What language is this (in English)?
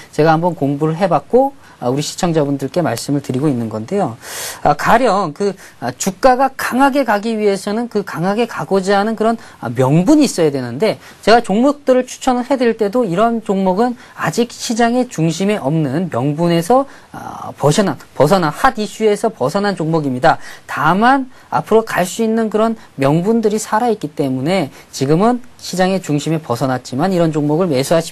Korean